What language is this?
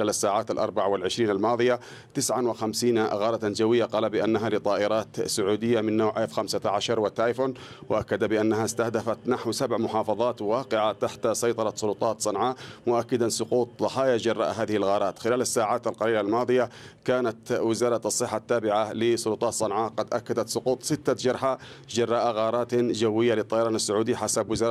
Arabic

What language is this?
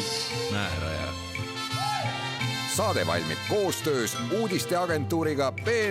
Estonian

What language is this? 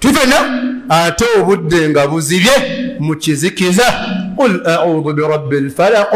Ganda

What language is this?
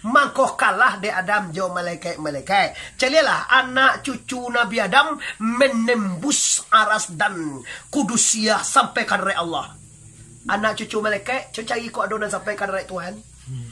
Minangkabau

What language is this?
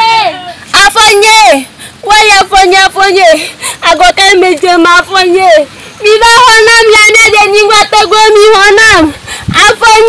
Ewe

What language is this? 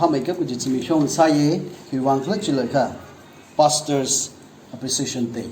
Tangkhul Naga (India)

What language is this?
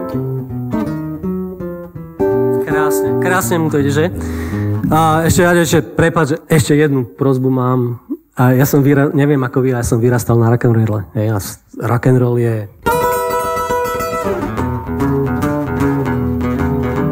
Slovak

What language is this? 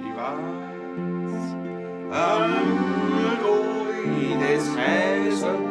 Bavarian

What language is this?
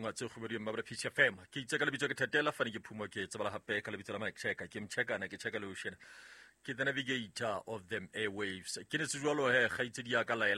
Southern Sotho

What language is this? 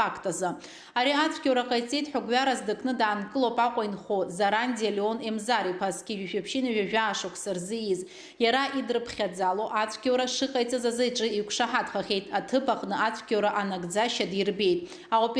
Abkhazian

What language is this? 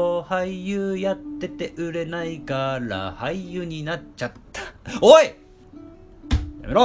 Japanese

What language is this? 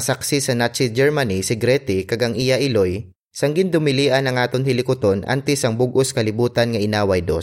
Hiligaynon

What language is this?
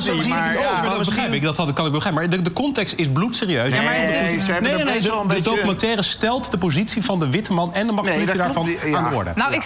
Dutch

